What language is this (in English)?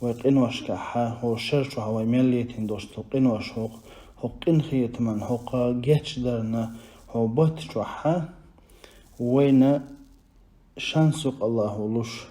Chechen